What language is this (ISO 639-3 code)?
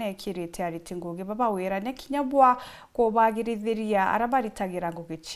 mer